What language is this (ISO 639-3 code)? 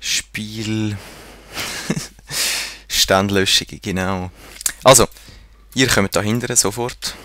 gsw